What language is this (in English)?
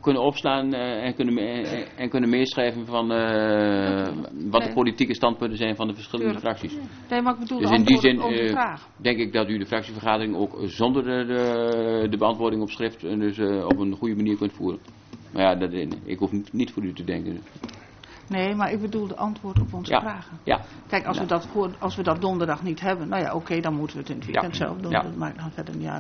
Dutch